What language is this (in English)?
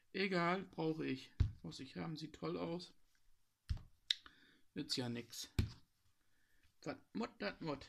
German